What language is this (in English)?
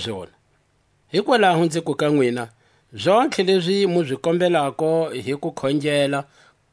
Tswa